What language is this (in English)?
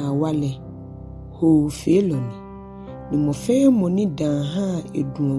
Ga